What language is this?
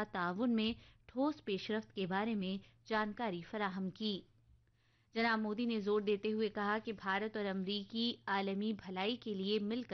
Urdu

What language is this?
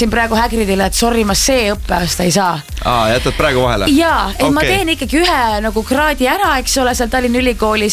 Estonian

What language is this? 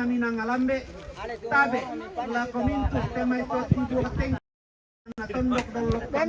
Toraja-Sa'dan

